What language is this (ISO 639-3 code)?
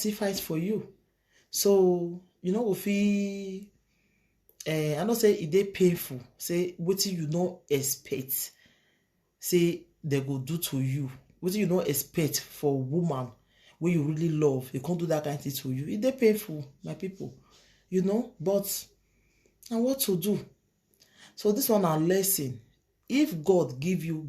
pcm